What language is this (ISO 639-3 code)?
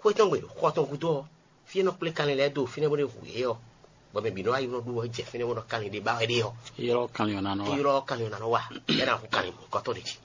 fon